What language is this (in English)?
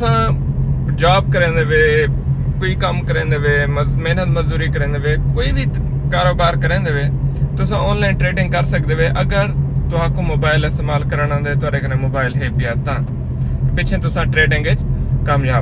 Saraiki